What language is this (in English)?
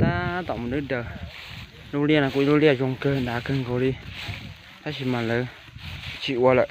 Hmong